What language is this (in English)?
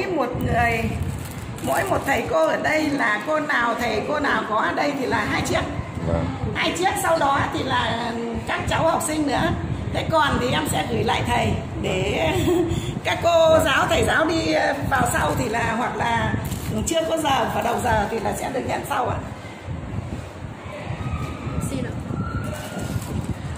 Vietnamese